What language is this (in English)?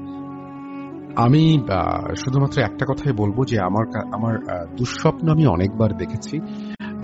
Bangla